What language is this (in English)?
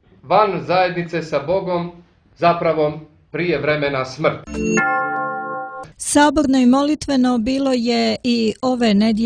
Serbian